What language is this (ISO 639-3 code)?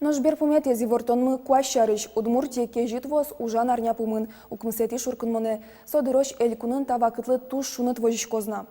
udm